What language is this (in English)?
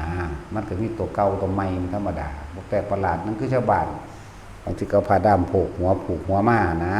Northeastern Thai